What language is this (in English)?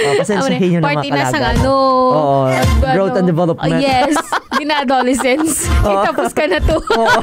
Hiligaynon